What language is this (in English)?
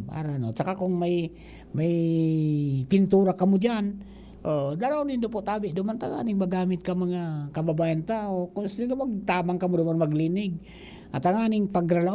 Bikol